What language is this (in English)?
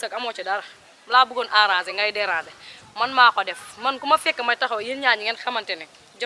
Wolof